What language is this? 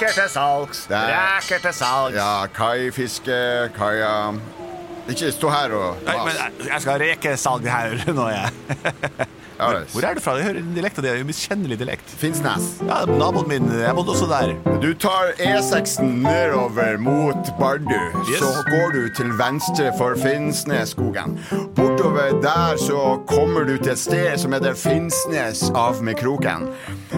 Norwegian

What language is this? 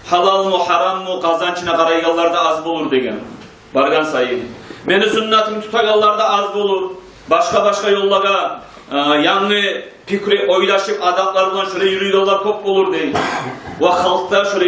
Kumyk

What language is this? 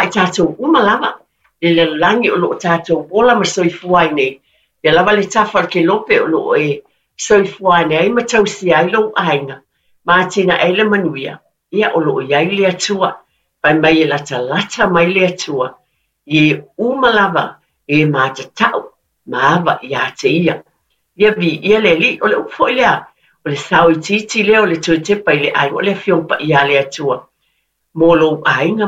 Samoan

